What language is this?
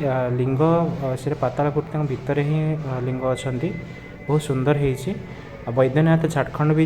Odia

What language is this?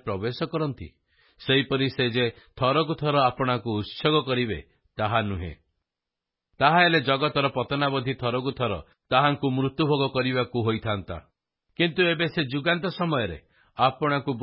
Odia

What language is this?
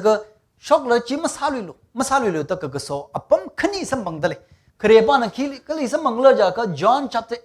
Tangkhul Naga (India)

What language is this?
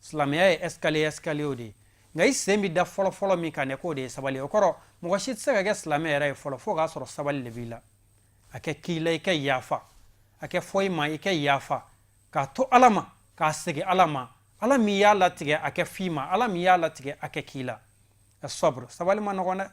Bambara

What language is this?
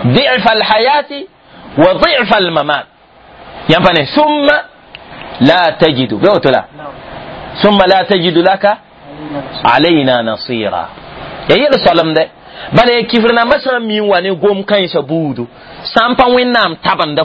Mossi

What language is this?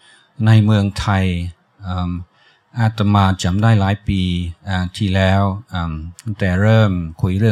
Thai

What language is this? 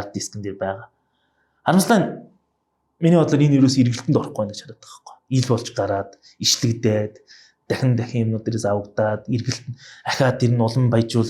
Mongolian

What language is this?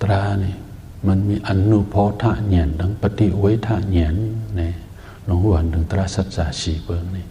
Shan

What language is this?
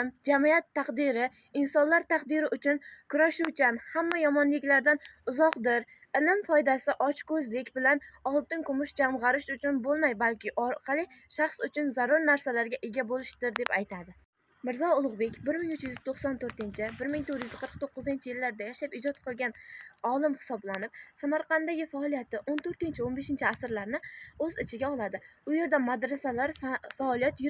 Uzbek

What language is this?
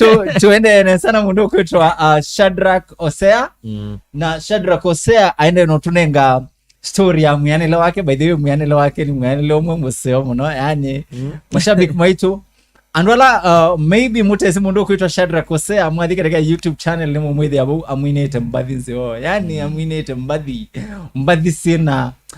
Kamba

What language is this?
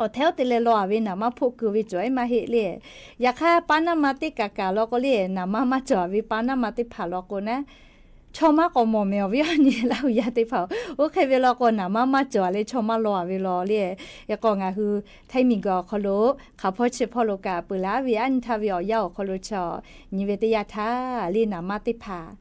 Lahu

